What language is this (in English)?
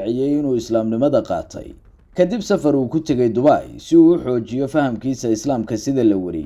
Somali